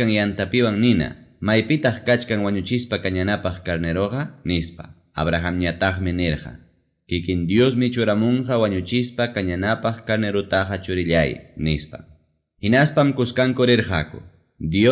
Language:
Ayacucho Quechua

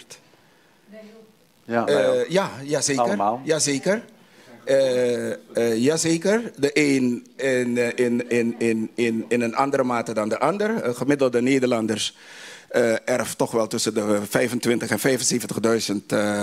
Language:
Dutch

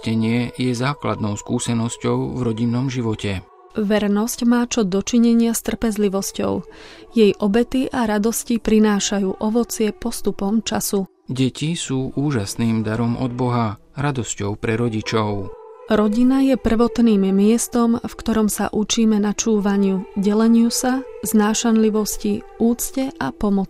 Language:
Slovak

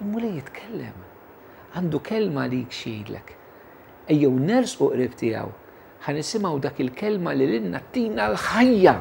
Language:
Maltese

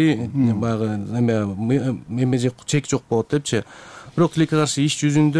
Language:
Kyrgyz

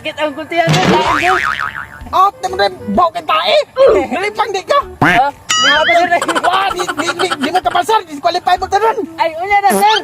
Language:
Cebuano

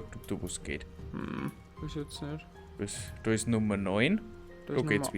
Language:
Bavarian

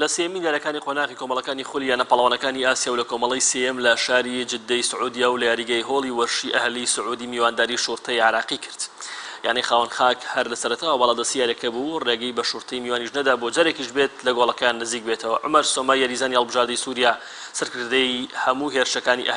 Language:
Central Kurdish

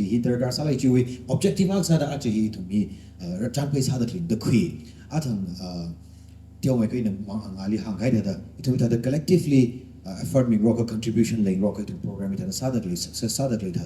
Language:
Tangkhul Naga (India)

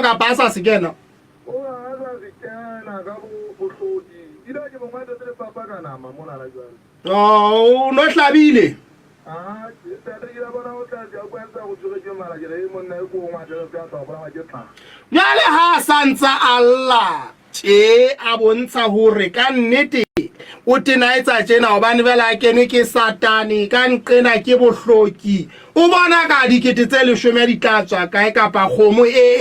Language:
Southern Sotho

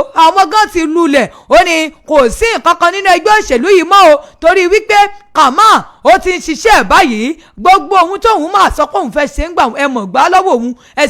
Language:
Yoruba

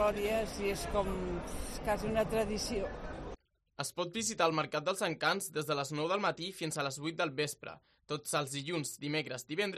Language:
Catalan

